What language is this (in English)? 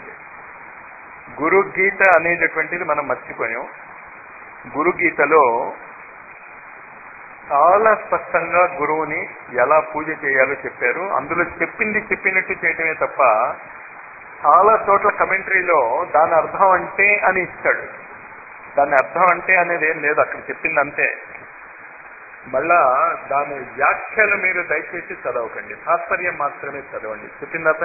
Telugu